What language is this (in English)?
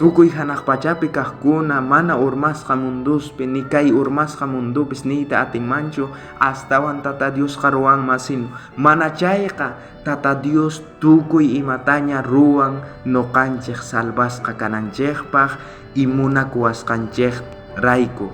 South Bolivian Quechua